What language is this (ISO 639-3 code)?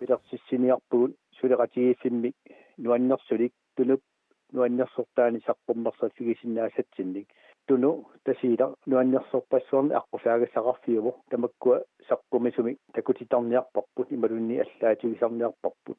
kal